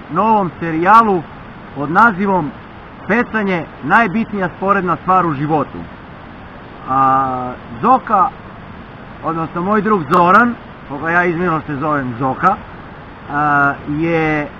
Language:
Serbian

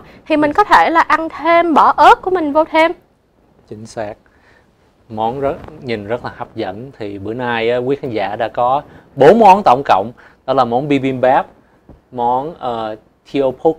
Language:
Vietnamese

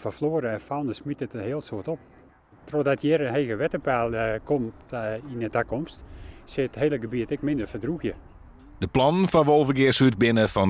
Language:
Western Frisian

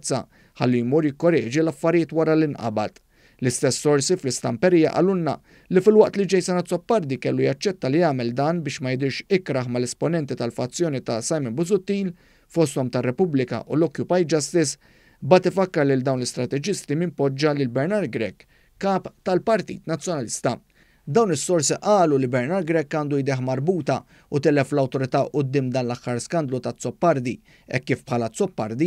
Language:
Maltese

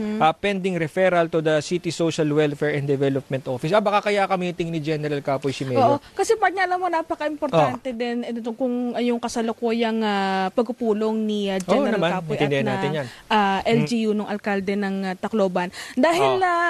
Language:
Filipino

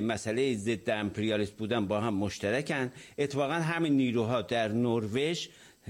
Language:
Persian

